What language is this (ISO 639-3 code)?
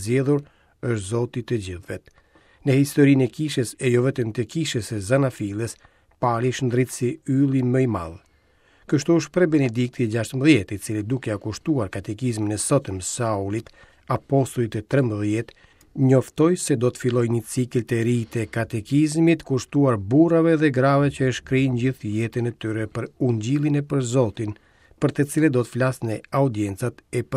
sqi